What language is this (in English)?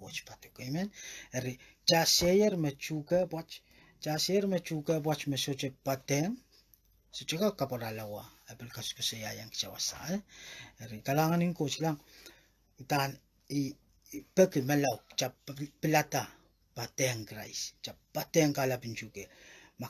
Pohnpeian